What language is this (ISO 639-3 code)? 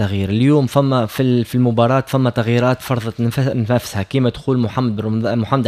aeb